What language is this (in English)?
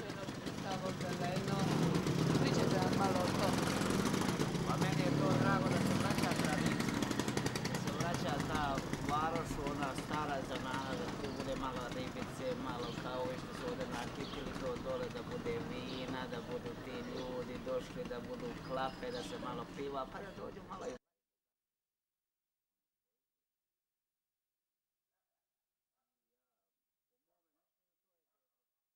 Croatian